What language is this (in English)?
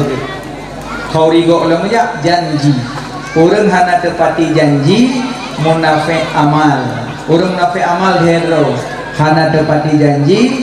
Achinese